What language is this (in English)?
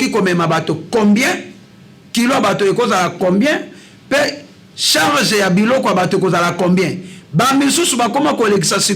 Lingala